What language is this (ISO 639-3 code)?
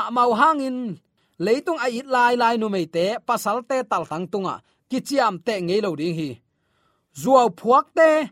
ctd